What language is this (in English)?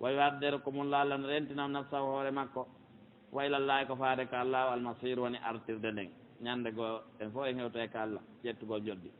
Pular